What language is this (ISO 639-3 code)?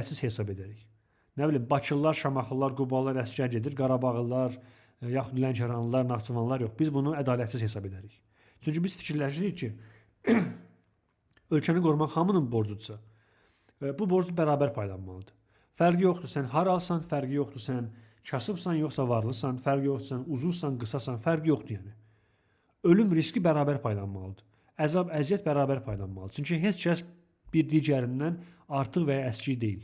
aze